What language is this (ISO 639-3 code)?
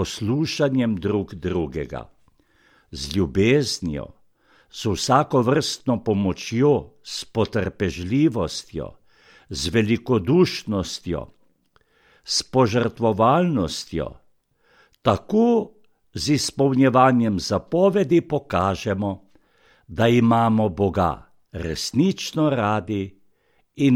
slv